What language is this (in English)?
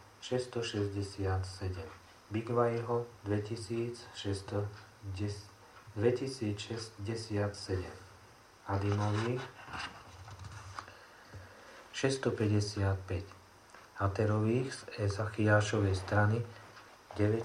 Slovak